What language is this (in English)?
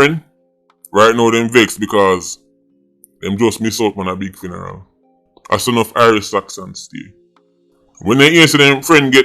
Jamaican Creole English